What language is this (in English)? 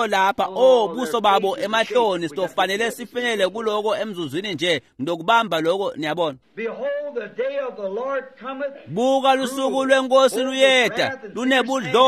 Swati